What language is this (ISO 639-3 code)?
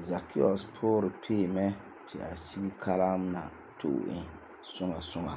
gur